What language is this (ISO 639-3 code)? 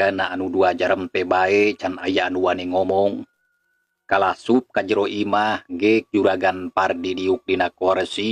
sun